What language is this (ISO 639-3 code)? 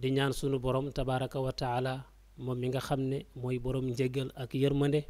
wol